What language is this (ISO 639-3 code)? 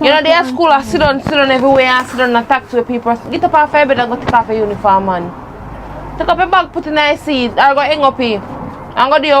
jam